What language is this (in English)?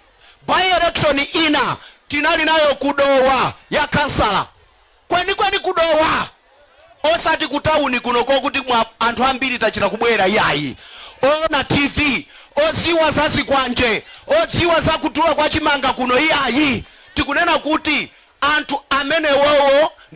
Nyanja